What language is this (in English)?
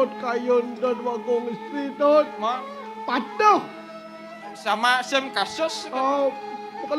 Balinese